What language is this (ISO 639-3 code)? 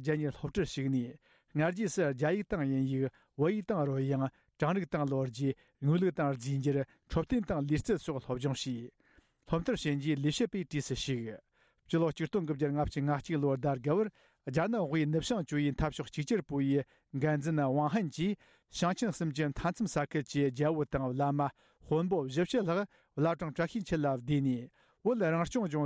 bod